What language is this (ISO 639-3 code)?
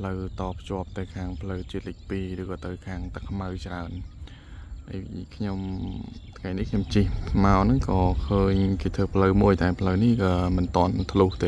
khm